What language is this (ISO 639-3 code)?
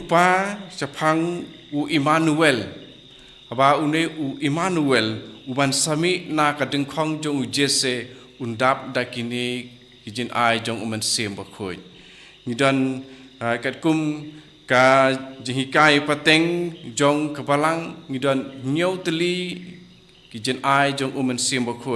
kha